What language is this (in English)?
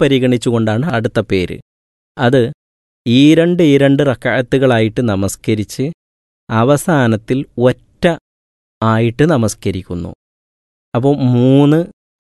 Malayalam